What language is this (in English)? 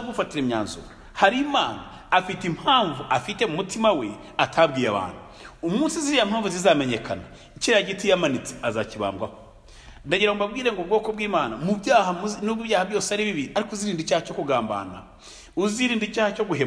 Kinyarwanda